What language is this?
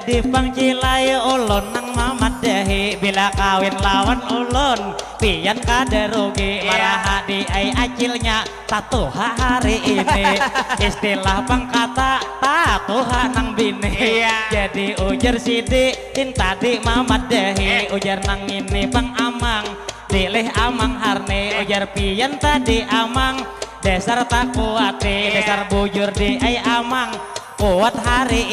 Banjar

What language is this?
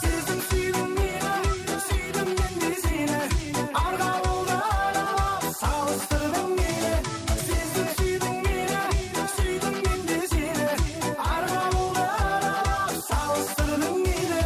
Kara-Kalpak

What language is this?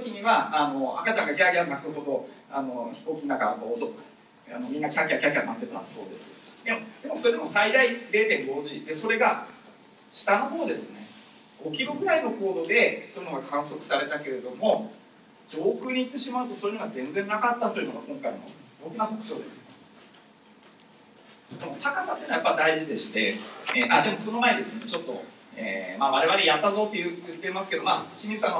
Japanese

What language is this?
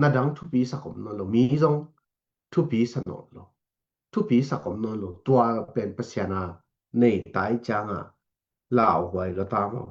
Tedim Chin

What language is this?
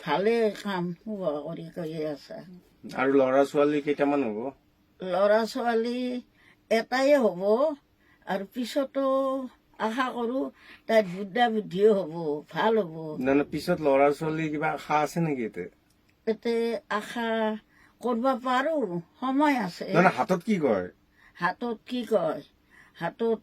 Assamese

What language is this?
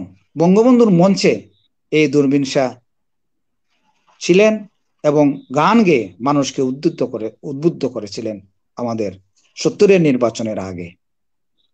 Bangla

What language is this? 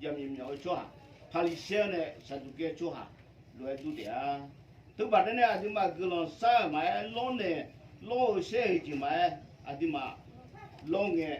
Akha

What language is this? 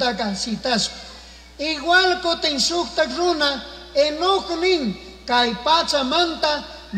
Chimborazo Highland Quichua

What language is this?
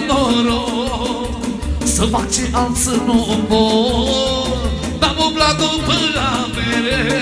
Romanian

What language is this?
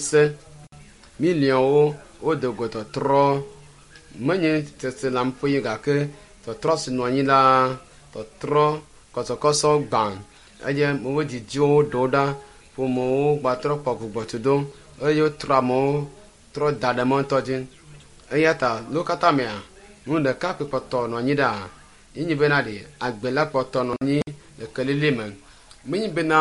Ewe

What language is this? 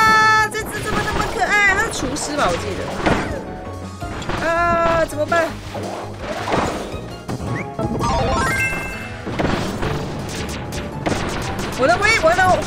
Chinese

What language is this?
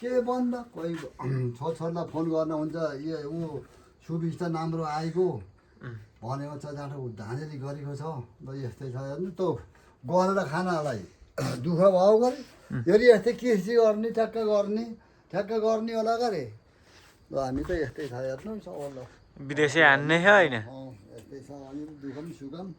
Nepali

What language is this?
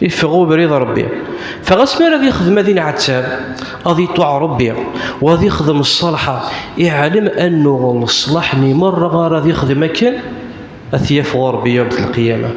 Kabyle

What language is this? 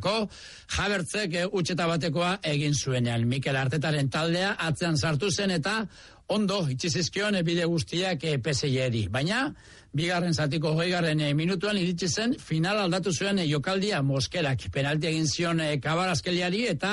Basque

